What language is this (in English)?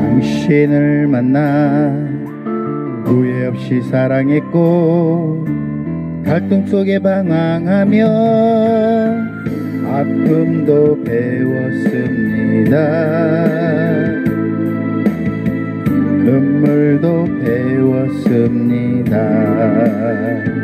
Korean